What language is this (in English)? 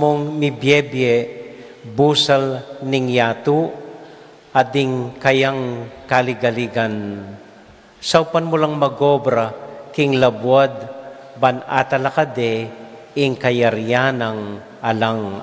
Pampanga